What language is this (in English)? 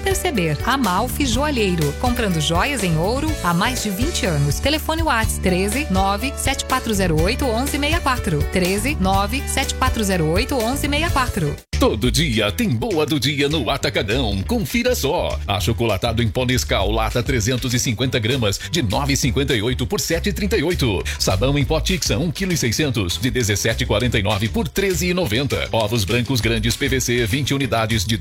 Portuguese